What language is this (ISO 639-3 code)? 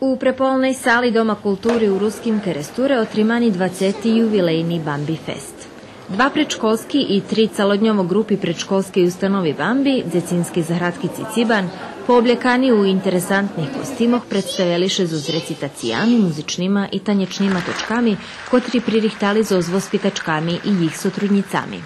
rue